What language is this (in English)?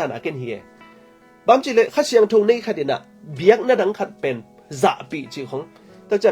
Tedim Chin